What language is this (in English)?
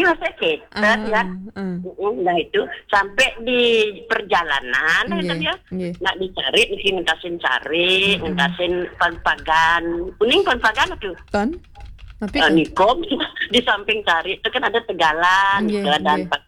Balinese